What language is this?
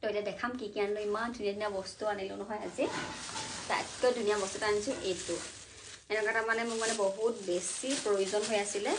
Assamese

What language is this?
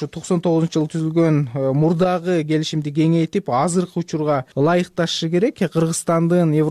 Kyrgyz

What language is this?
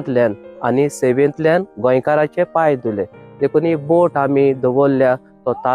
Konkani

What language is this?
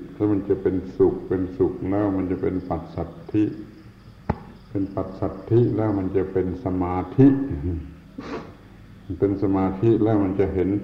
Thai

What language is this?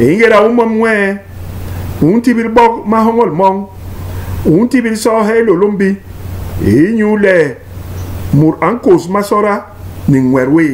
Basaa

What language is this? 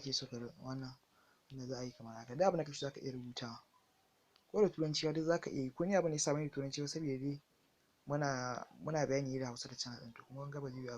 Hausa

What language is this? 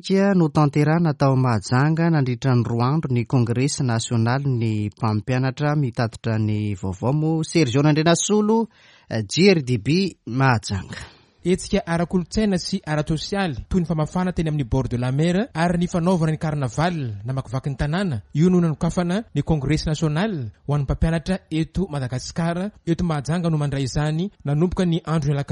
Malagasy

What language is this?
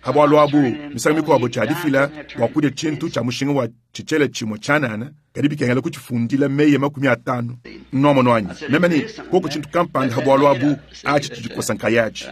Luba-Lulua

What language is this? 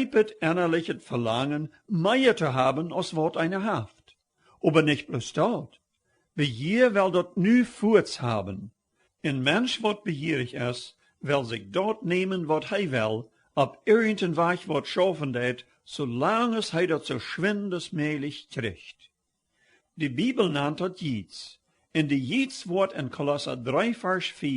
Plautdietsch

